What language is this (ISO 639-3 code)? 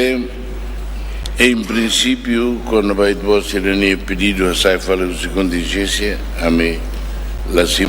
tet